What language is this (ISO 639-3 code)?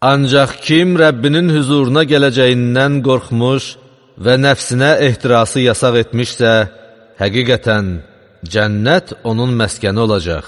aze